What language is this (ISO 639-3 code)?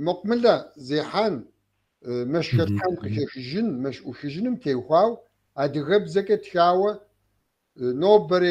kbd